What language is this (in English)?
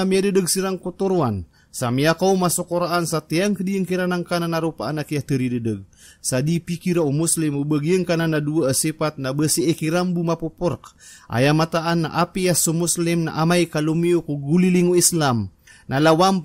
Maranao